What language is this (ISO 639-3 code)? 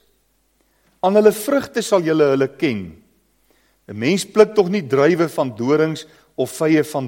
afr